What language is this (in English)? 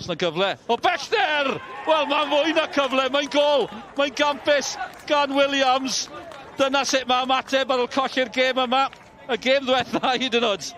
Welsh